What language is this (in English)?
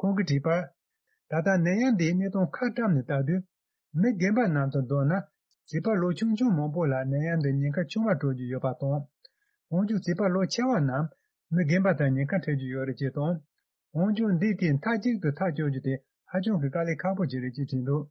Tibetan